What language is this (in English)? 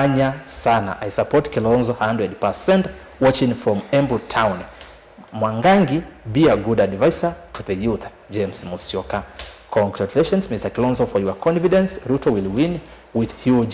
Kamba